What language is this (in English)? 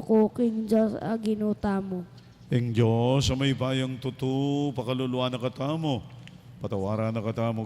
Pampanga